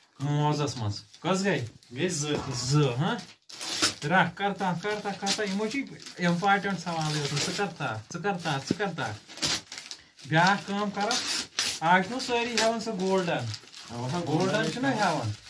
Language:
Kashmiri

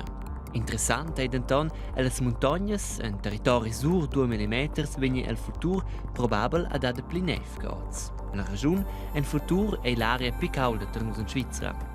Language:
Romansh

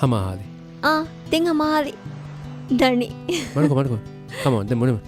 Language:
Divehi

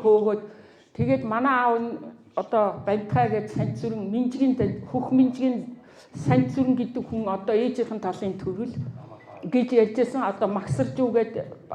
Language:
Mongolian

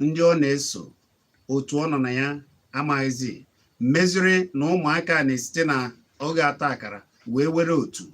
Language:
Igbo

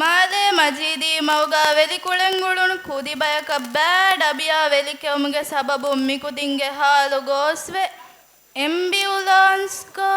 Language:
Divehi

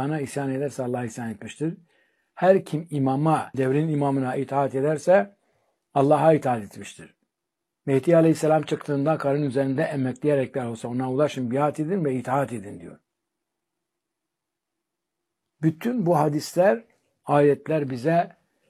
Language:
Turkish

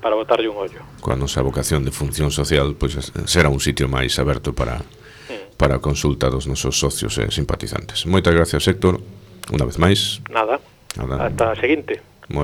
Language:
Galician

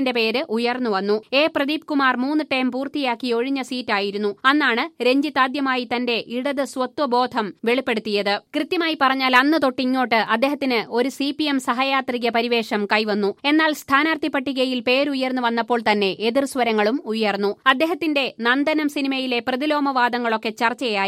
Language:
Malayalam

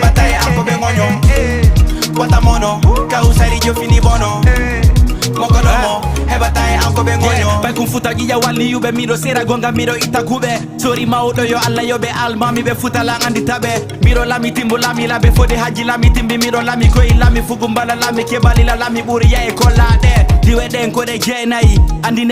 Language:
Fula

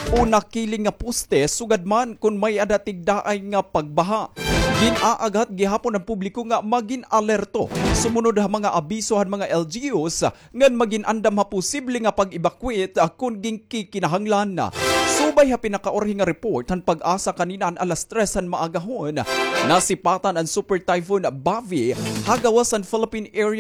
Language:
Waray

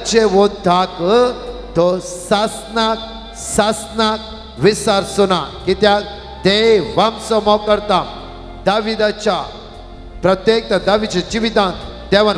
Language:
Konkani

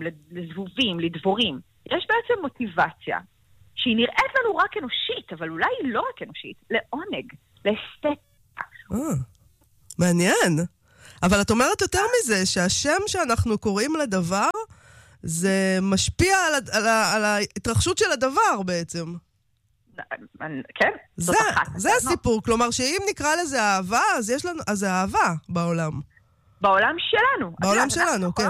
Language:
Hebrew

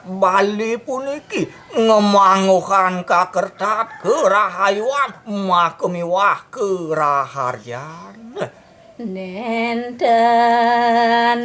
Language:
Balinese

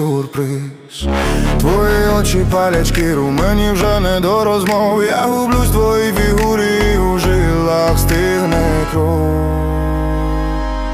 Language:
Ukrainian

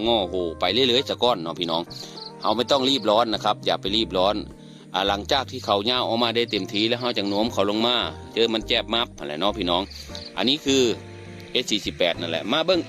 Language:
Northeastern Thai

